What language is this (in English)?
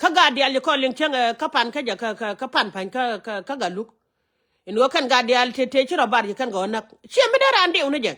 Nuer